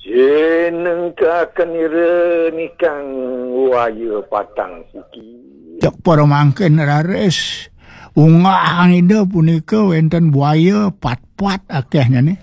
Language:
Balinese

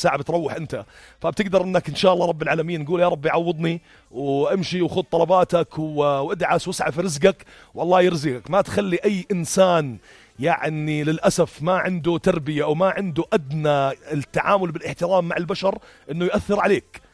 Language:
North Levantine Arabic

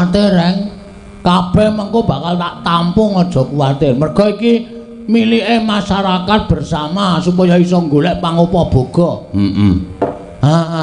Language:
Javanese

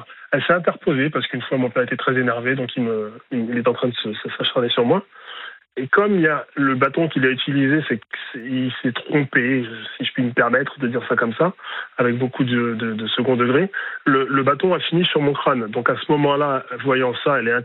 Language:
French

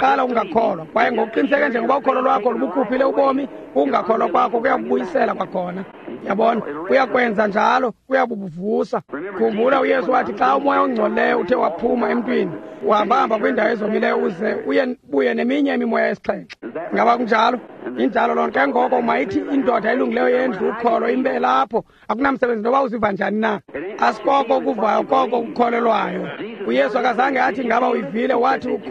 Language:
Xhosa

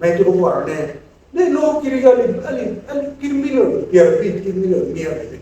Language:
Acoli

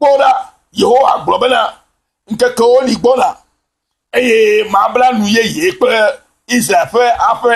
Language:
Ewe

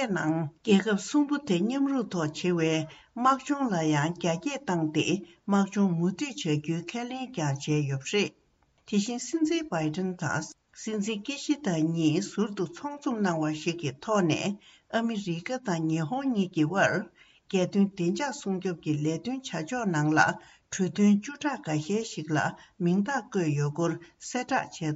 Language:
Tibetan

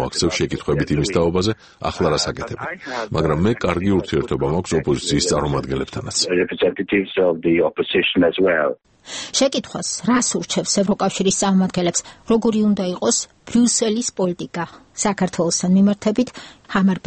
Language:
Georgian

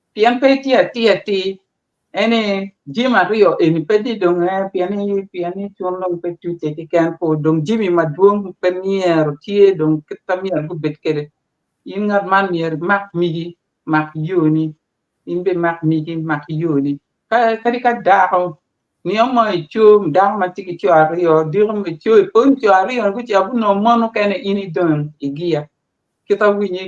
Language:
Acoli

